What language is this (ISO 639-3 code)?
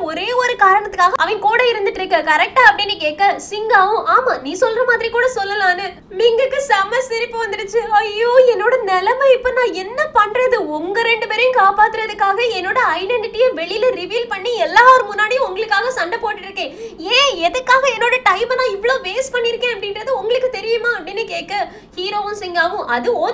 tam